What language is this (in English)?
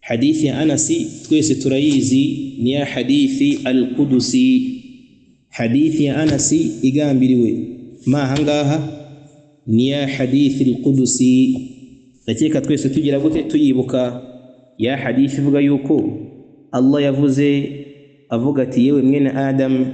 Kinyarwanda